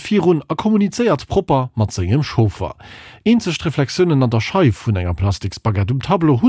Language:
Luxembourgish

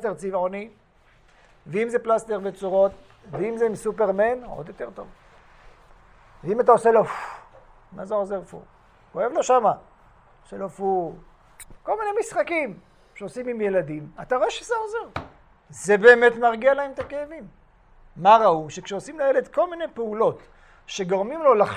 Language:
Hebrew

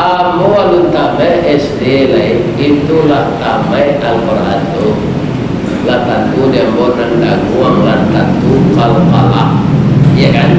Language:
Minangkabau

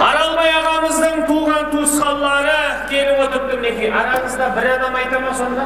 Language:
Kara-Kalpak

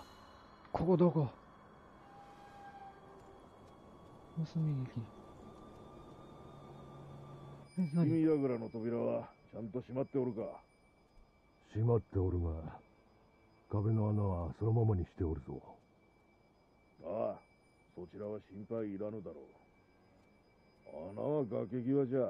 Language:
Japanese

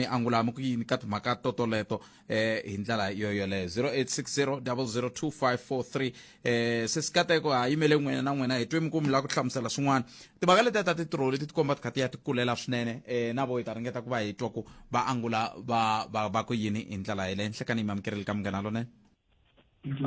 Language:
Tsonga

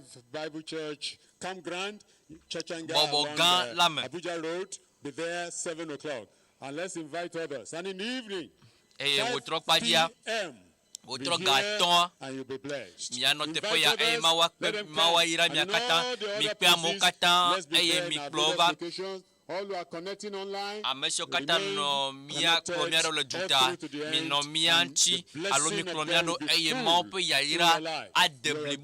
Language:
Ewe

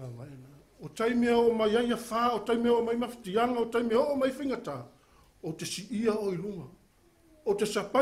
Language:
Samoan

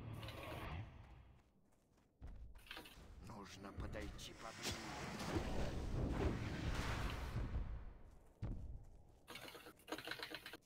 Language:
Russian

